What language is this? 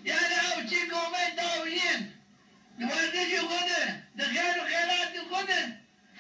Zaza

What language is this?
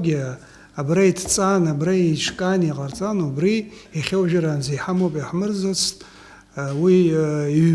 Abkhazian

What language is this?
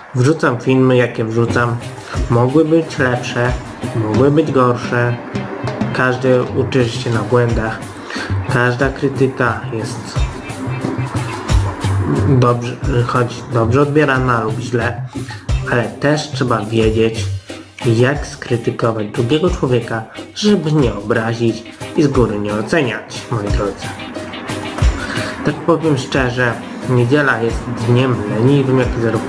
Polish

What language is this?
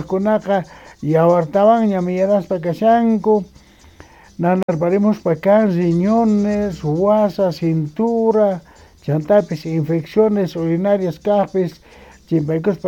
South Bolivian Quechua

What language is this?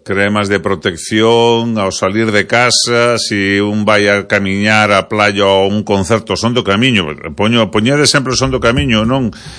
Galician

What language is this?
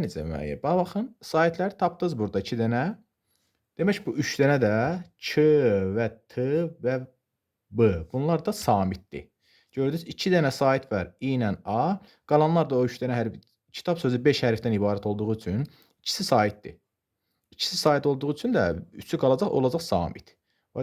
Azerbaijani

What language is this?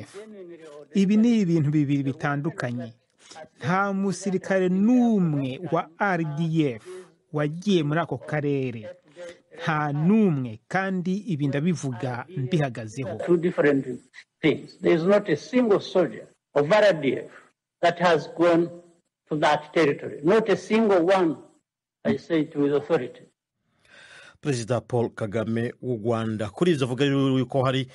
Kinyarwanda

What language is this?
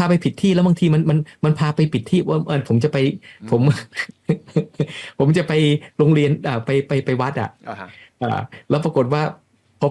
Thai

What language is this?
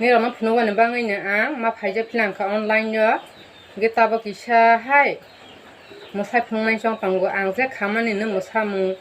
Kok Borok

